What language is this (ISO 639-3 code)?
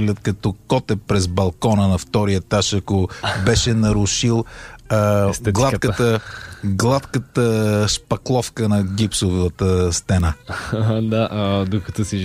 bul